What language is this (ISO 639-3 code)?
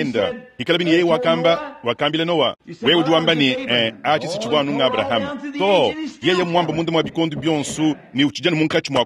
lua